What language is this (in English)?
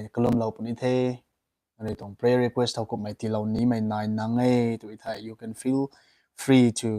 Rongmei Naga